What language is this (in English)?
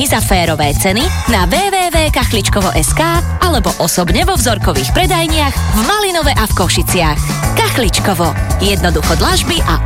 Slovak